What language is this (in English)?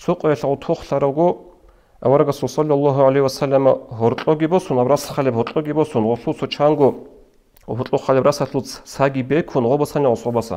Avaric